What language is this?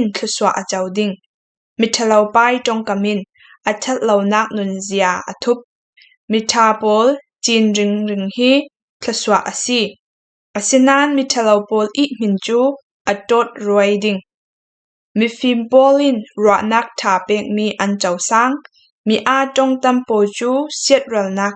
Falam Chin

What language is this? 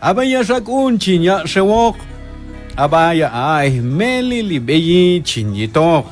Q'anjob'al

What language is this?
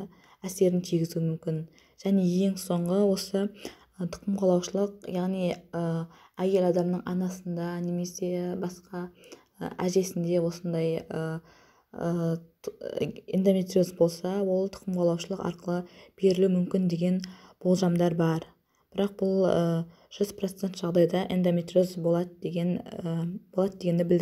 Kazakh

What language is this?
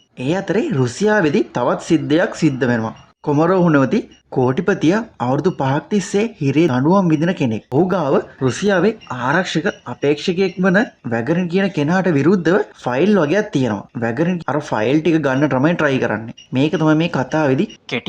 Sinhala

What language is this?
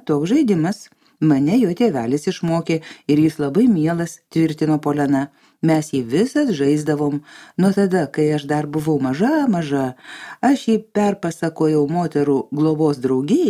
Lithuanian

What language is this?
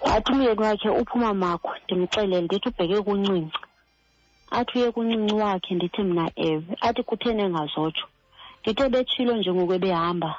Xhosa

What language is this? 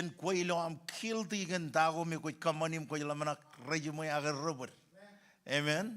Marshallese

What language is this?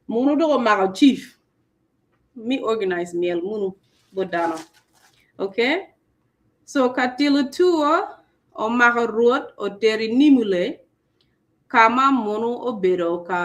Acoli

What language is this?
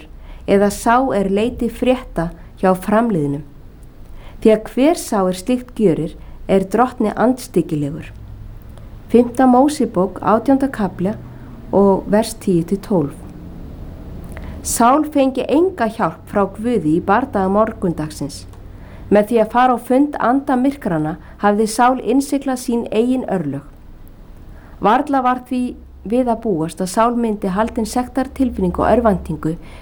Icelandic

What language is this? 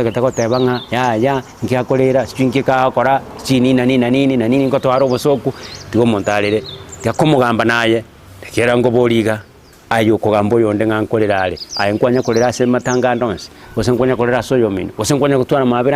Gusii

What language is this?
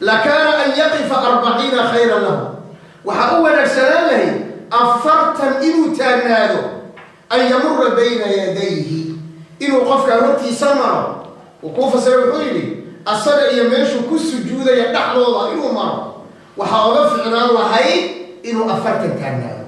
Somali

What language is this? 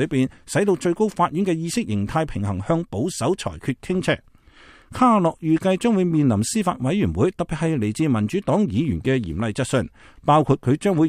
Cantonese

